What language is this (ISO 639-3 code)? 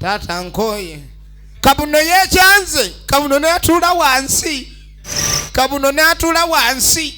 lug